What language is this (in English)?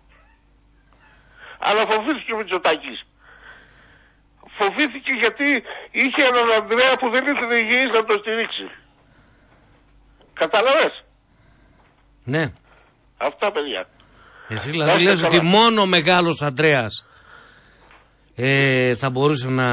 Greek